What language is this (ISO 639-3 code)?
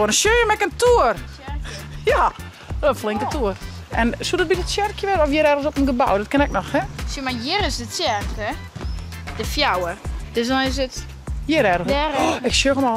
fry